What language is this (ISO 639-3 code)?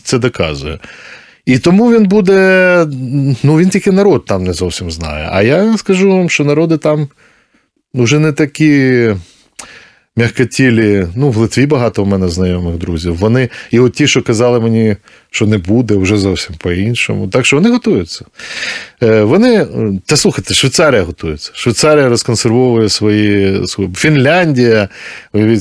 ukr